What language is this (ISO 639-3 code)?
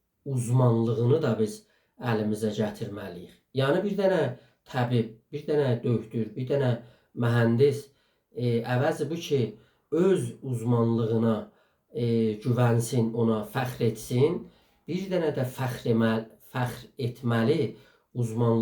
azb